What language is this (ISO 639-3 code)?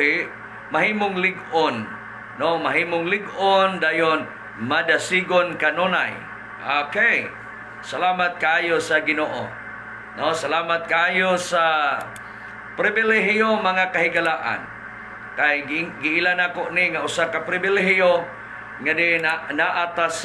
ceb